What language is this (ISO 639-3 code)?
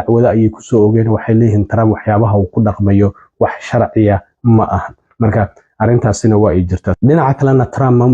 som